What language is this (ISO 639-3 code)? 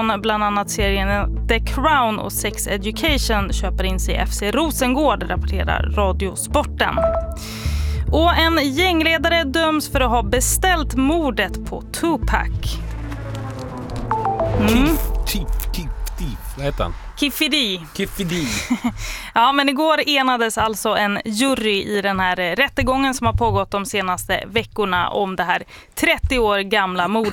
swe